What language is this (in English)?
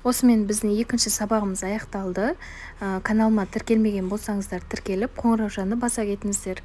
Kazakh